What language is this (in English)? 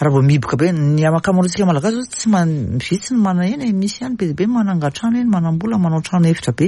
Malagasy